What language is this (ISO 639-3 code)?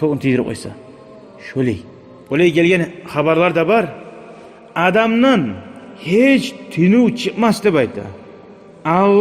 kum